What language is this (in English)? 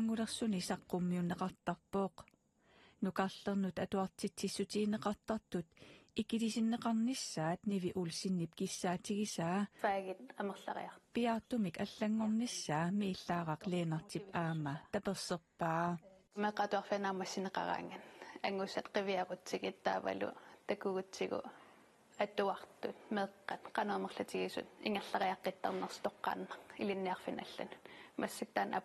Kalaallisut